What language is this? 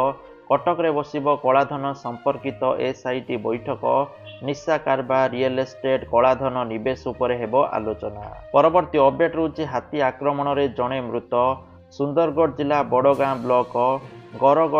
Odia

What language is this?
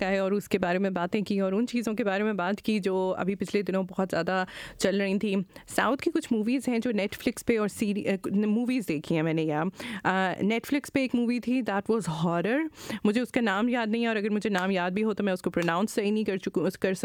Hindi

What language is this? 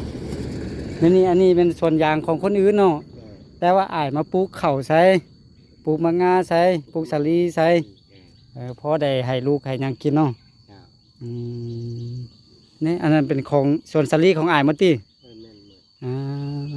Lao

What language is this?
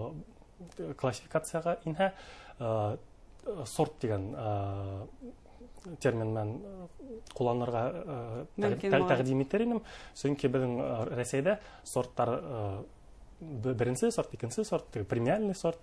Bashkir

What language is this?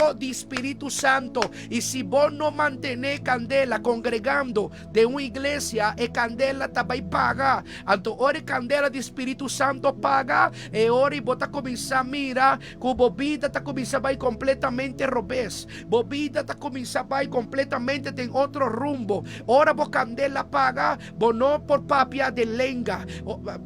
Papiamento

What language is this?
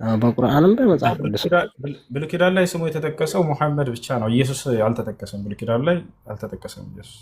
Amharic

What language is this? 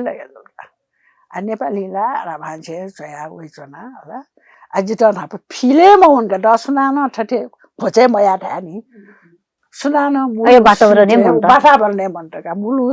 Newari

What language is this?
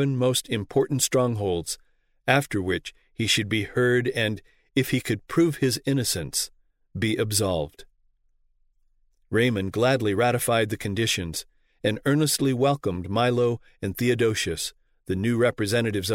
English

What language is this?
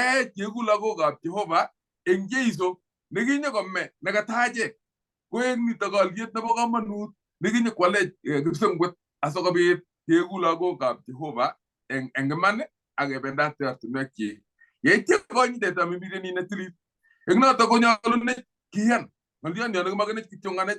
Kalenjin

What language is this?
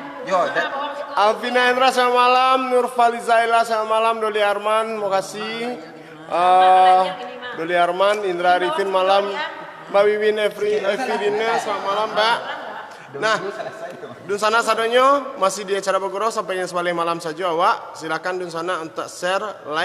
Minangkabau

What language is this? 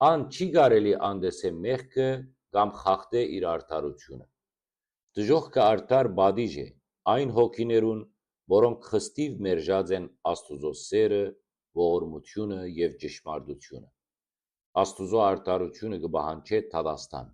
Western Armenian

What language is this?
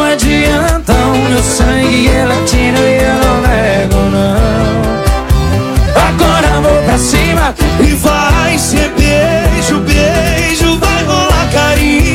Portuguese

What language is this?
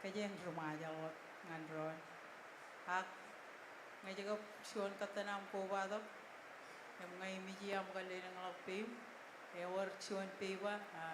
Marshallese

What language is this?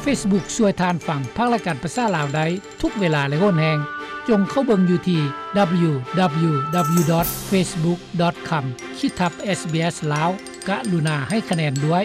Lao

